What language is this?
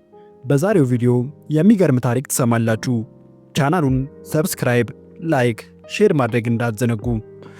Amharic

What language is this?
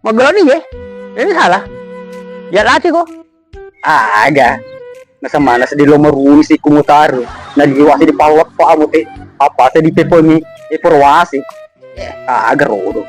Buginese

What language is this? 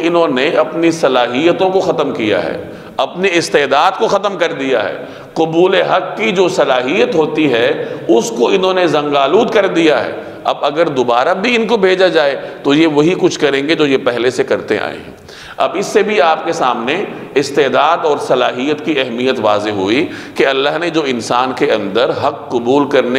Urdu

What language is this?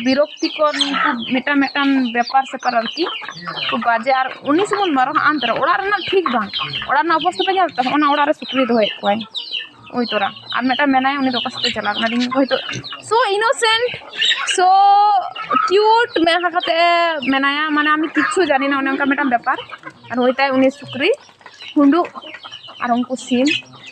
Santali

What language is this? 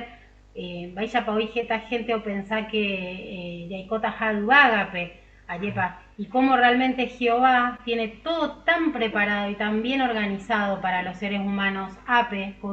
Guarani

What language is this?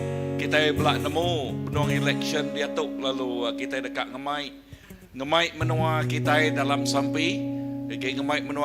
Iban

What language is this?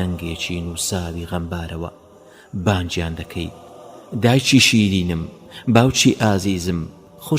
Central Kurdish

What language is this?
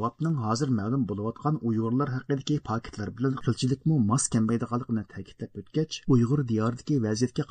Uyghur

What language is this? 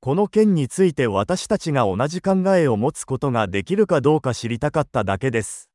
Japanese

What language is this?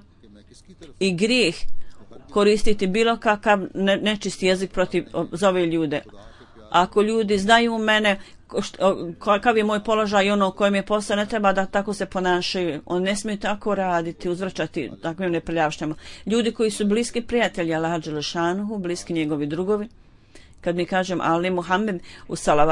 Bosnian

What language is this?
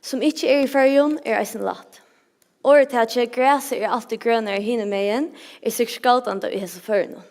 Faroese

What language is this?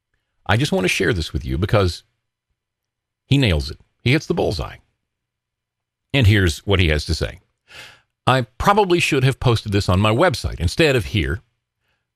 English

